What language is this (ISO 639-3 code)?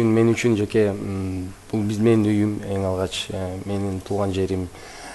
kir